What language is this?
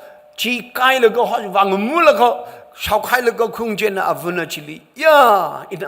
Tangkhul Naga (India)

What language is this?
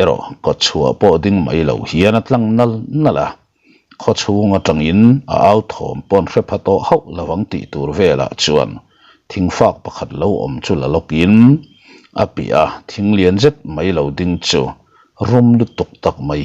Mizo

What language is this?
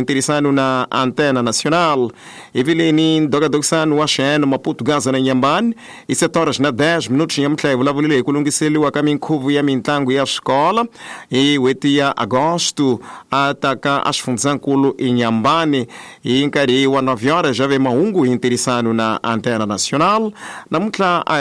Tsonga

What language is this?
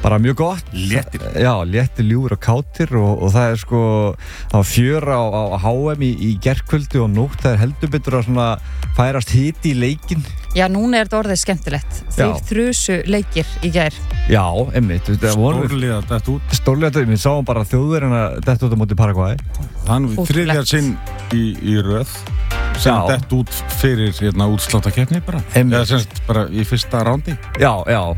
Icelandic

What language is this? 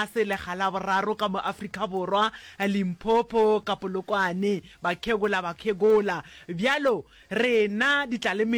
Northern Sotho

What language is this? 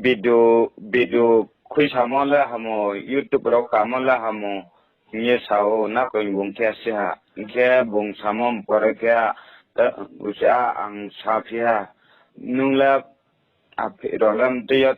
Riang (India)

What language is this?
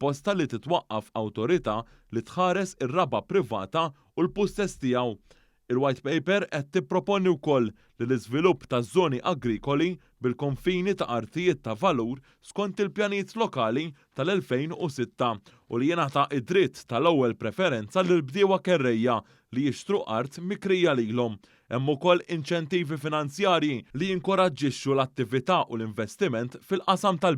Maltese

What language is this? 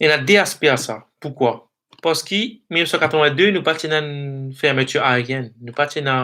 Morisyen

